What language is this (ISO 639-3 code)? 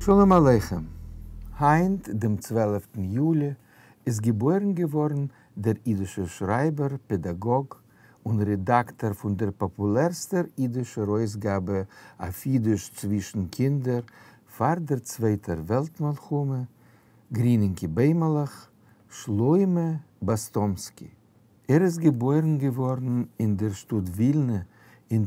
yid